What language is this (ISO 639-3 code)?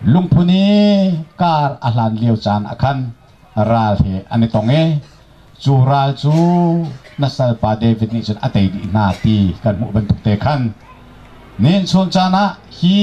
cnh